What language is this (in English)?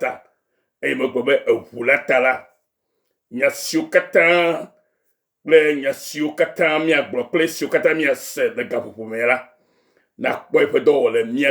Ewe